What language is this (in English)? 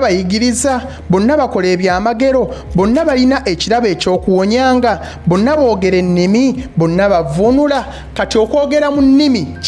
Ganda